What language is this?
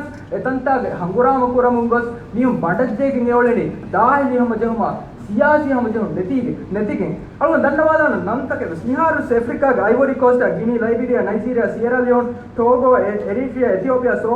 Divehi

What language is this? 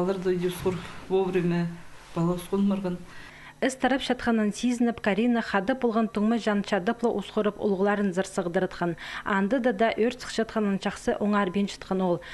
Khakas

